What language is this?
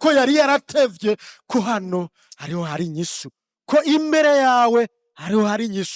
Rundi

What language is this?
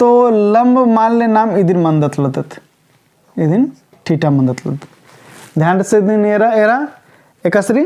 Kurukh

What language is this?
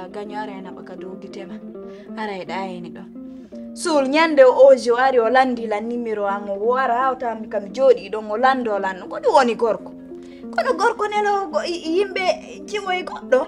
Pular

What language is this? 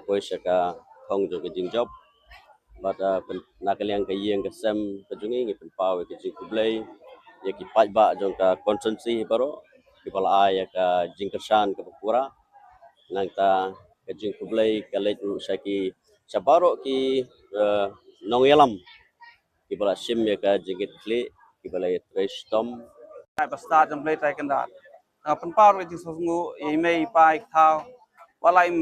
Khasi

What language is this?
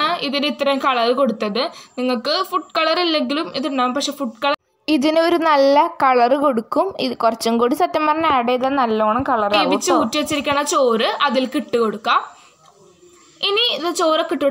Malayalam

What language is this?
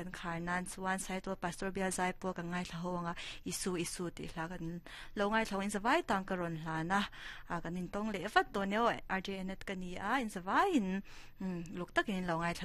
Mizo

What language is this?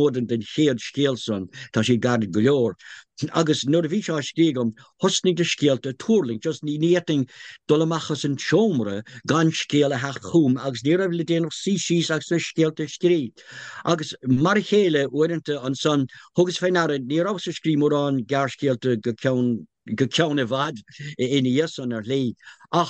Irish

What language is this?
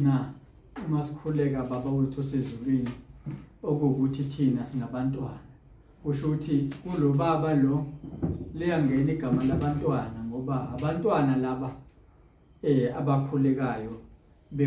Zulu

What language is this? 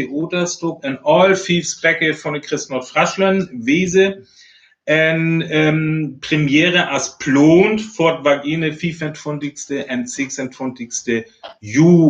Northern Frisian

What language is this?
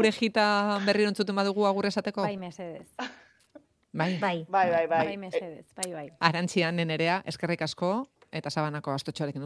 Basque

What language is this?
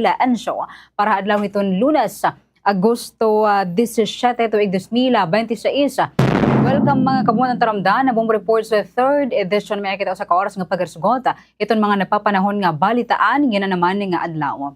Waray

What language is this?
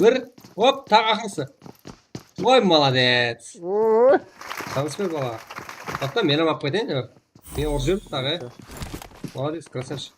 Kara-Kalpak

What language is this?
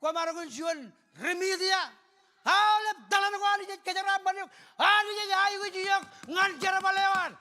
Marshallese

